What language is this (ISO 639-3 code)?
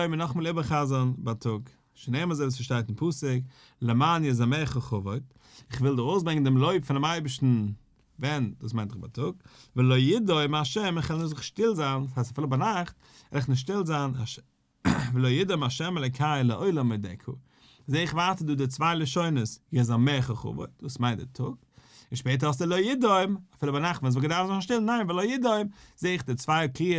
yid